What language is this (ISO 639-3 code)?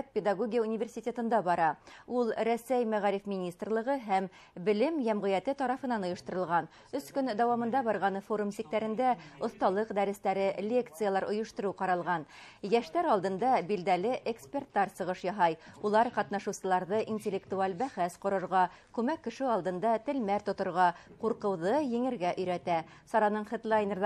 bak